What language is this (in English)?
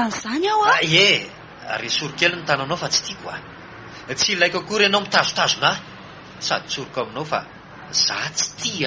Malagasy